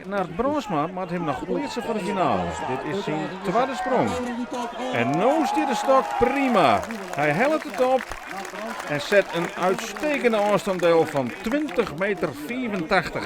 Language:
Western Frisian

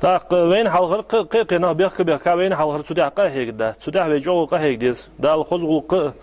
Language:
Ingush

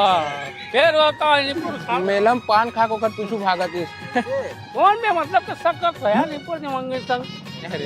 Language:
Chhattisgarhi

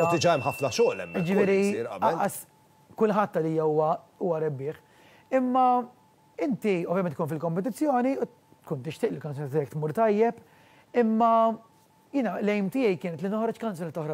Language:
Maltese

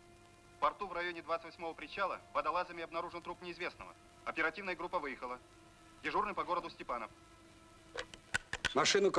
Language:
Russian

